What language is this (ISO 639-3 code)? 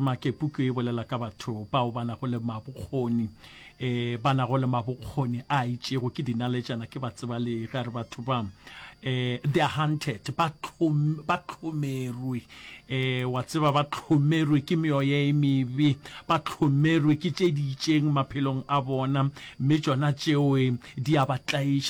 nso